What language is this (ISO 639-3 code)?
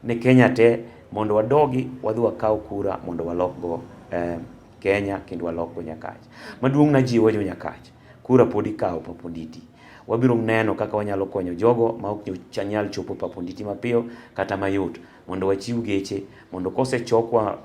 luo